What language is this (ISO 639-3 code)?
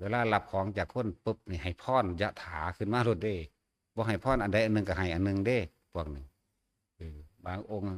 tts